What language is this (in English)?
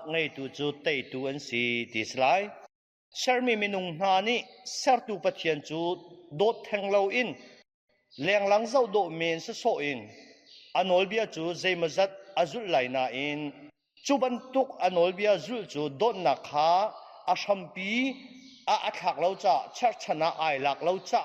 Hakha Chin